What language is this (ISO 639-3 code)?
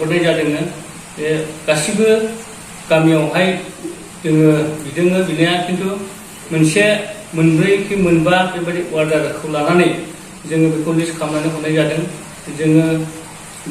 brx